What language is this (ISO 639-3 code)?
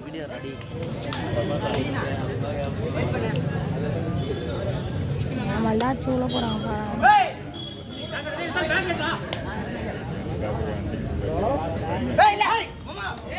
tam